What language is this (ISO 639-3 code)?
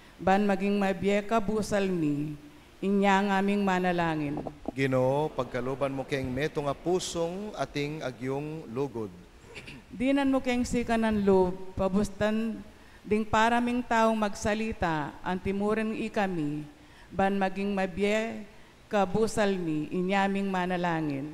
pam